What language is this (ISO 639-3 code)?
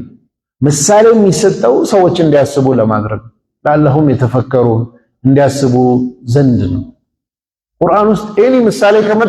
amh